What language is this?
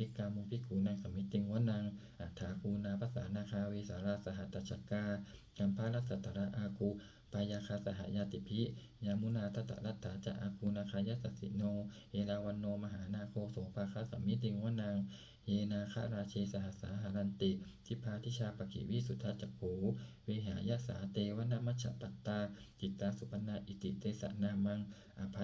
Pali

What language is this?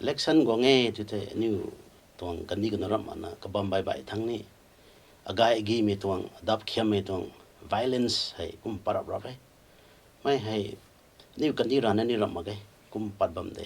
Rongmei Naga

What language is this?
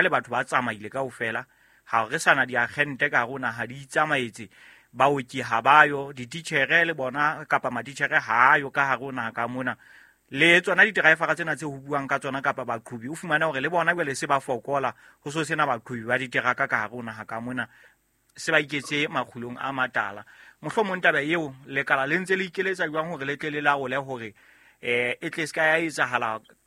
Southern Sotho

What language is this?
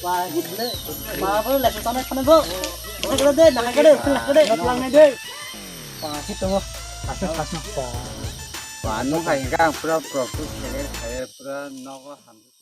Kok Borok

